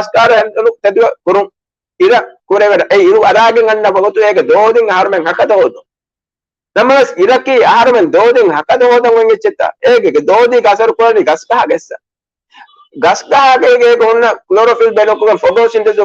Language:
Divehi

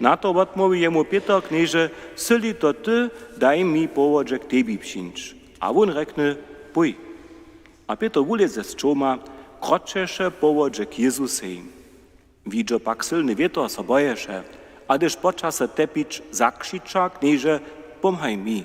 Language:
Upper Sorbian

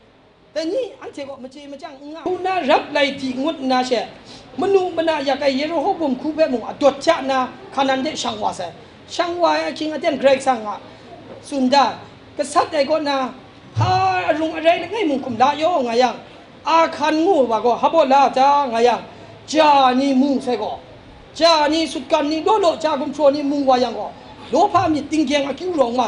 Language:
Kachin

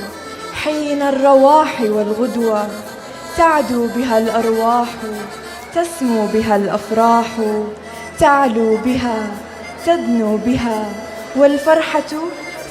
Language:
North Levantine Arabic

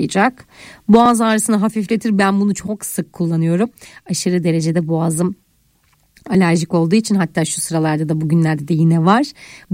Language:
Turkish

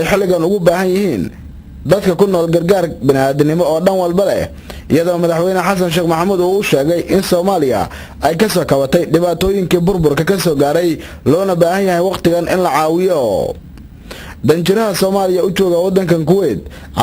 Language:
Somali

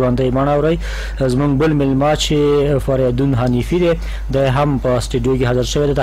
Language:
Pashto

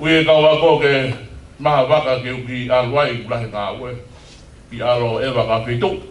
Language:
Tongan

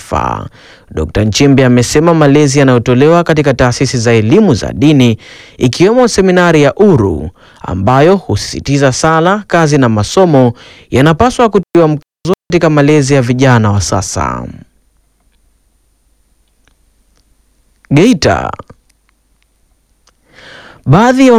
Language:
Swahili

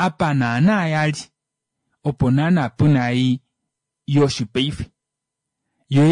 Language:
Kuanyama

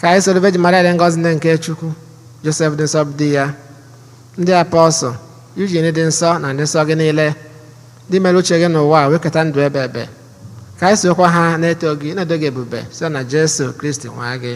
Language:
Igbo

